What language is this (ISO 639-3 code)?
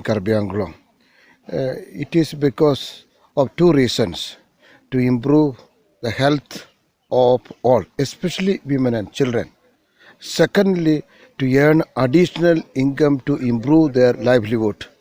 mjw